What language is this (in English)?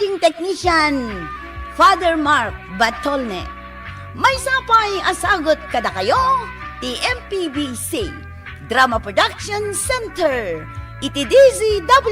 Iloko